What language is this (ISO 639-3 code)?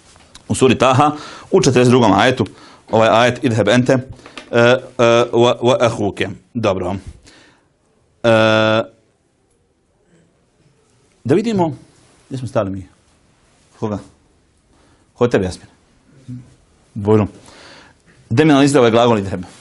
bos